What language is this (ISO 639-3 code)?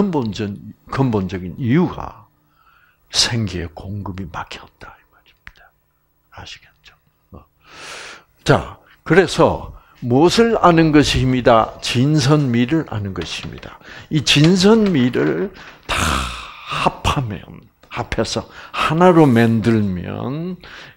kor